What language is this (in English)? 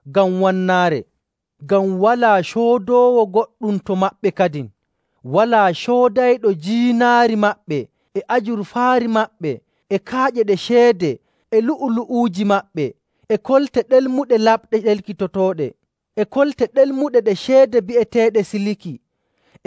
Nigerian Fulfulde